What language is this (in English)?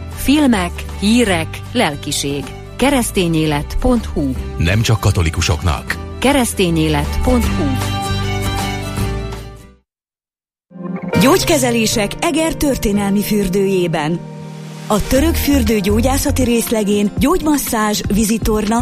Hungarian